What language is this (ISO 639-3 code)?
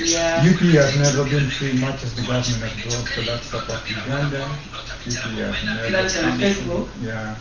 ach